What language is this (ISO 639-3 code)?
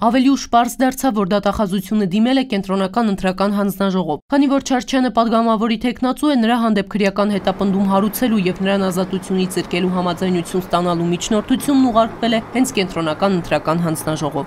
hye